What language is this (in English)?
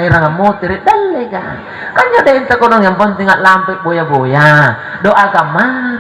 Makasar